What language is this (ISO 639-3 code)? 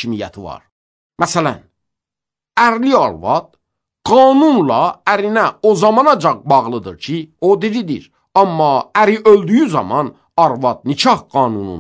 aze